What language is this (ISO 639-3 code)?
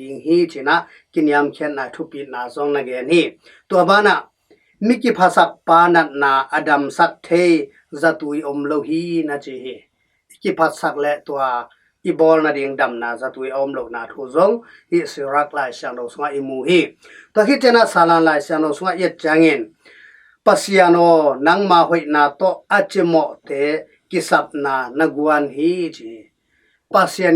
ctd